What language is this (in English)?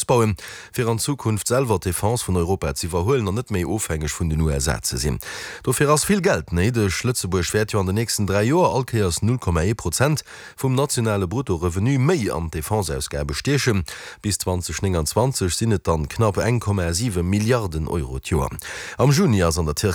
Luxembourgish